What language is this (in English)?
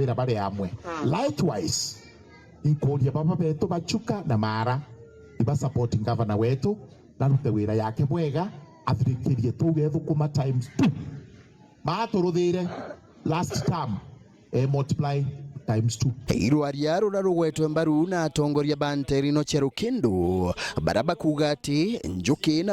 Meru